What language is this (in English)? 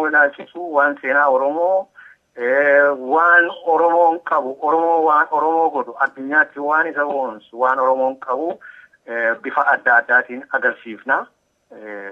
Oromo